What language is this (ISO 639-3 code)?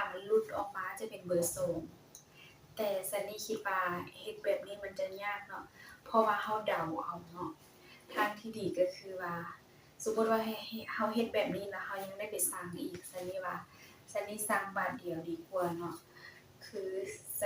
lao